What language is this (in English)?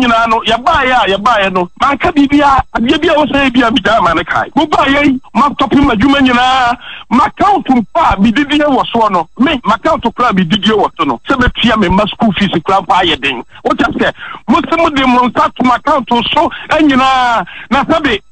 Akan